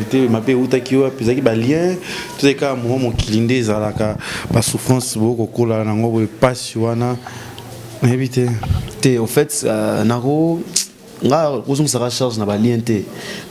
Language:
Lingala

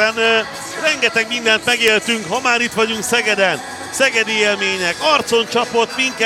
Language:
Hungarian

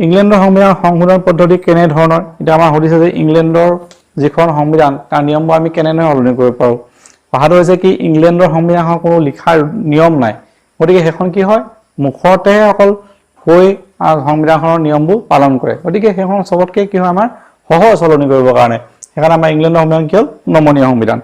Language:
Assamese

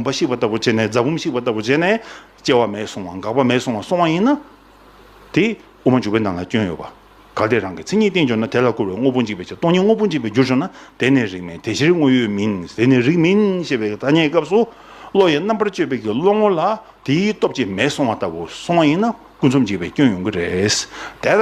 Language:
Tibetan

